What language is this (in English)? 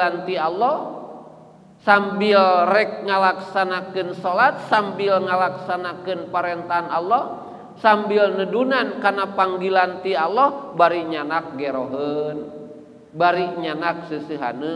Sundanese